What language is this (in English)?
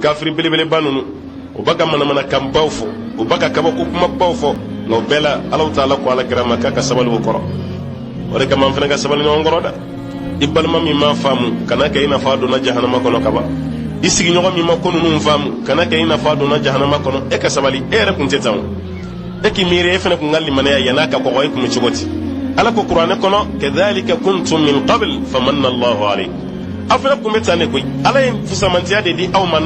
Bambara